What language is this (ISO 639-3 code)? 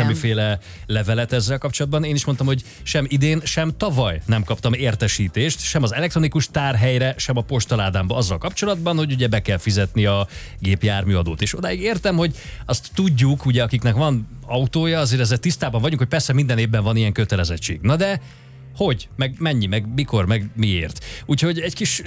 hun